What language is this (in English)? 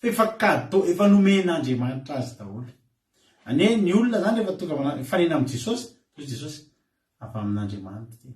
Malagasy